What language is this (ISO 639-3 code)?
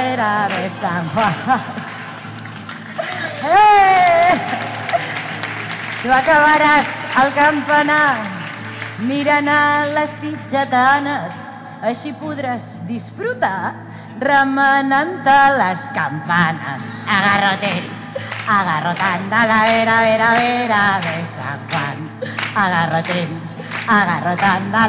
cat